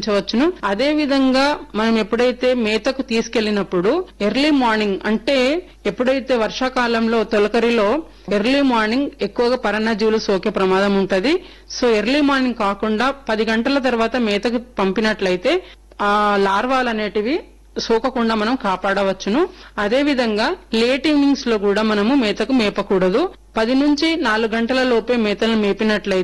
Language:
Telugu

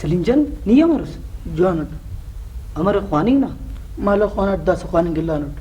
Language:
Brahui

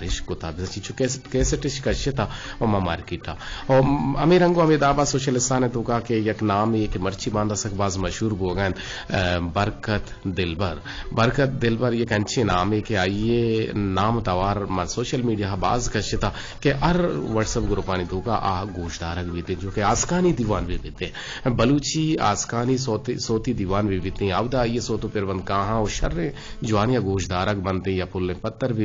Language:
Eastern Balochi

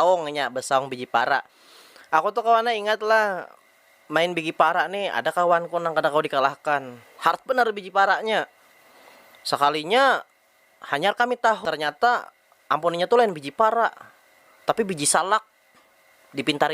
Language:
Banjar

